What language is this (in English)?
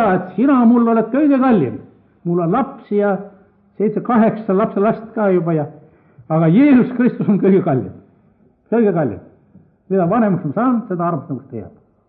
Estonian